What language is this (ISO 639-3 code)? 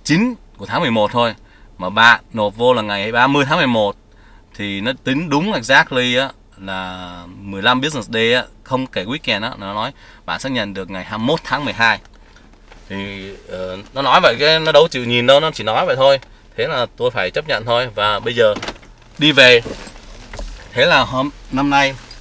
vie